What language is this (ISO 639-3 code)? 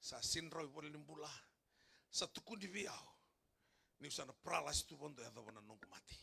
fij